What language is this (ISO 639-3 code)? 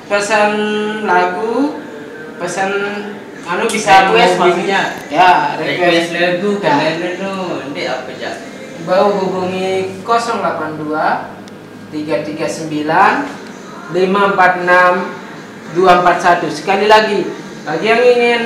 sas